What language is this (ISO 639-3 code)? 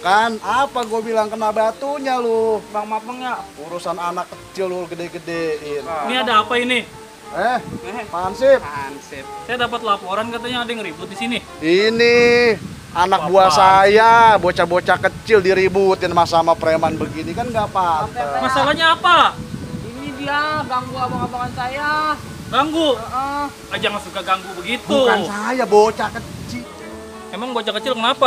bew